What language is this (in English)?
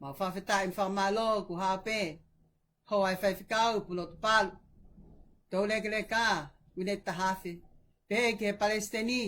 Tongan